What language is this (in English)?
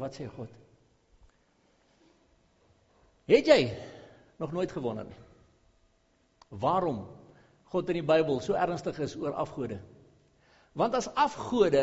Afrikaans